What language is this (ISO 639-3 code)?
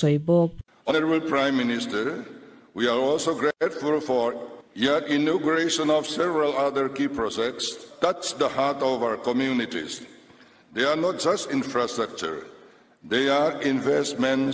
lus